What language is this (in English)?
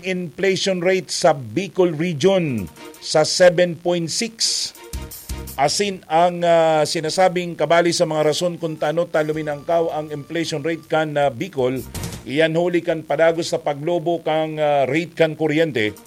Bikol